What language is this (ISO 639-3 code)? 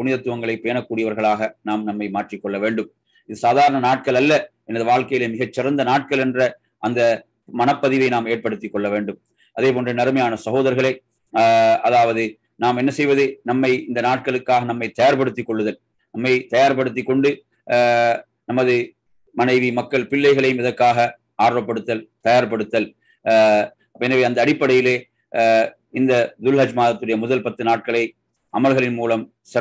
tam